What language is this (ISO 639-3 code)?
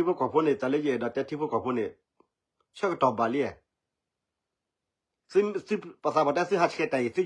ksw